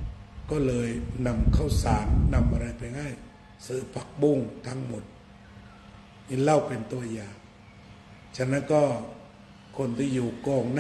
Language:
Thai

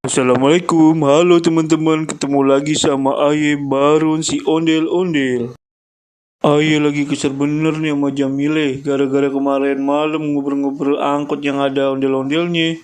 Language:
Betawi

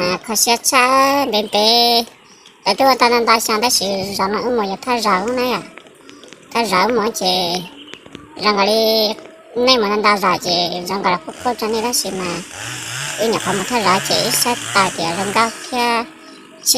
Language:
Hmong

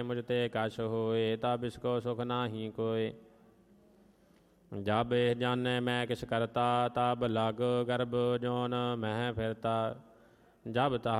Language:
Punjabi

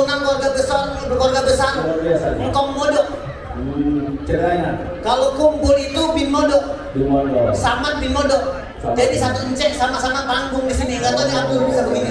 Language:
Betawi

